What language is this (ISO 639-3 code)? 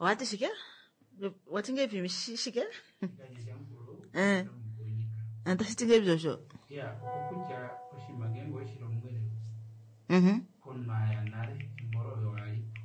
kua